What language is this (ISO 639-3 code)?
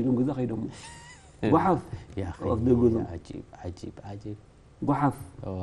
tir